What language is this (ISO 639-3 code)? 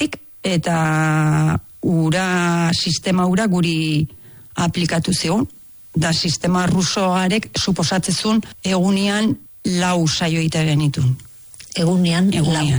eus